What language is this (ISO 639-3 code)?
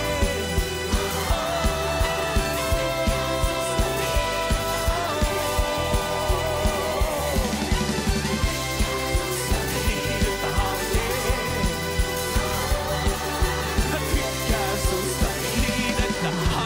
fin